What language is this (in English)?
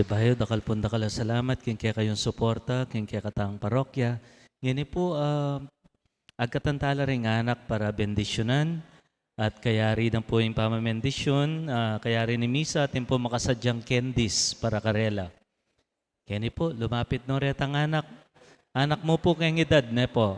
Pampanga